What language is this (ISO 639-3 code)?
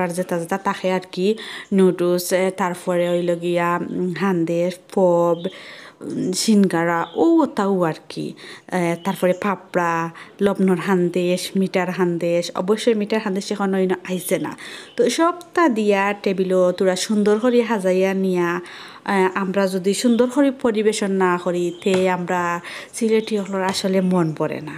syl